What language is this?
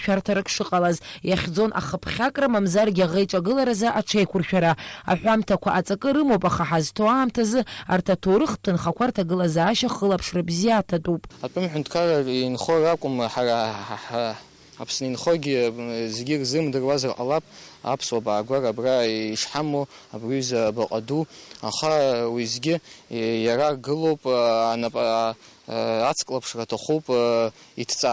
Abkhazian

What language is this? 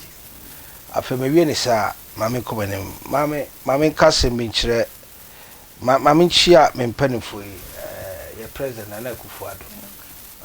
Akan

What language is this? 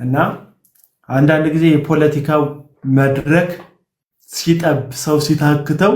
Amharic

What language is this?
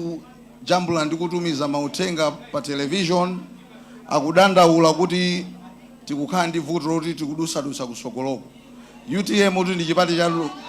Nyanja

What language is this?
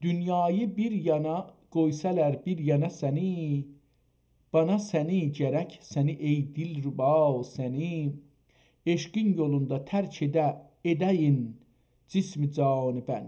South Azerbaijani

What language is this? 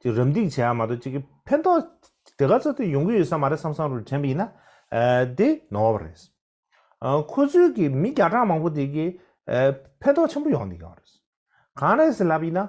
Tibetan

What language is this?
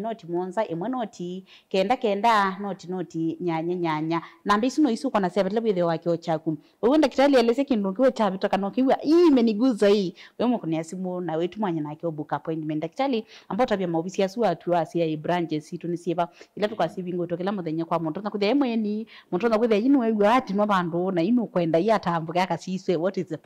Kamba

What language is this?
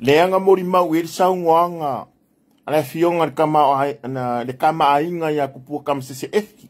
Samoan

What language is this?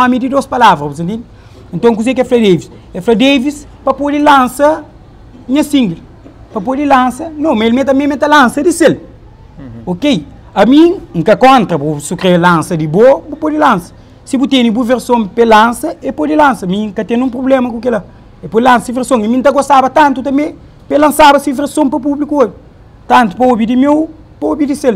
Kabuverdianu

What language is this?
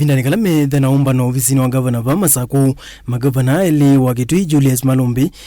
Kamba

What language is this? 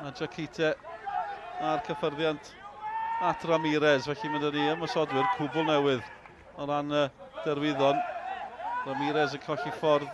Welsh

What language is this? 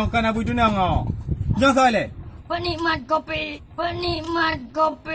Achinese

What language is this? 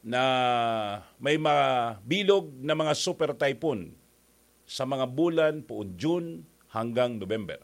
Bikol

